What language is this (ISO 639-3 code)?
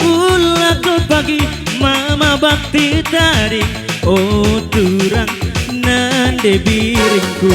btx